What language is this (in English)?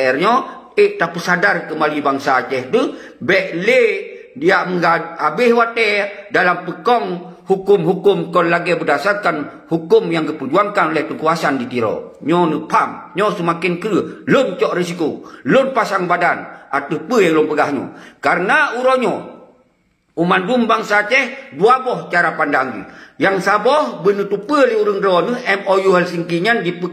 Achinese